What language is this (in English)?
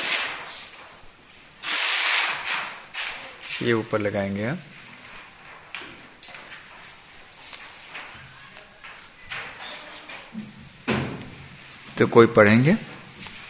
Hindi